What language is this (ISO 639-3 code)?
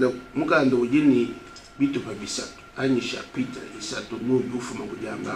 lua